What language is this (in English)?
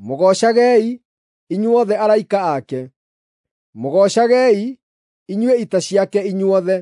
Kikuyu